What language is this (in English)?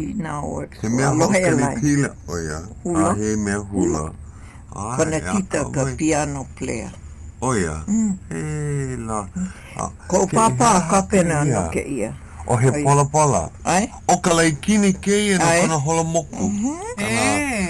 Hawaiian